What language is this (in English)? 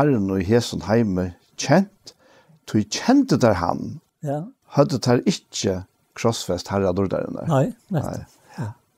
Faroese